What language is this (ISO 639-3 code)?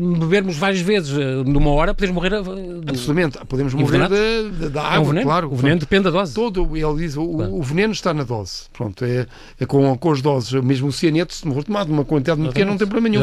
por